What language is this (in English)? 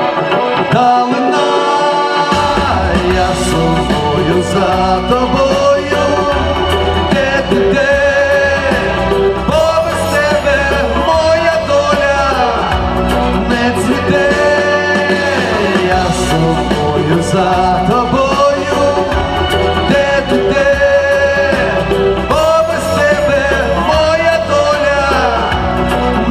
Ukrainian